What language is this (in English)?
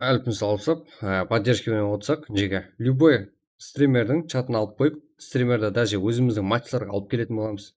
Kara-Kalpak